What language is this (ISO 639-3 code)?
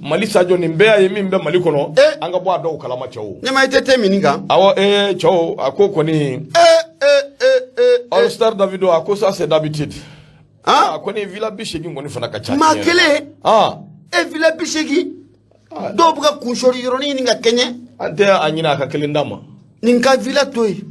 bam